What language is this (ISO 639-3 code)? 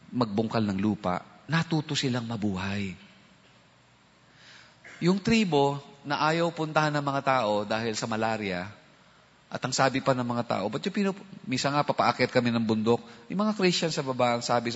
fil